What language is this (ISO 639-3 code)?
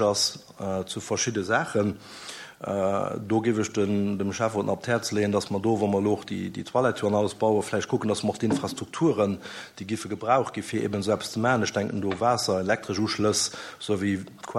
ltz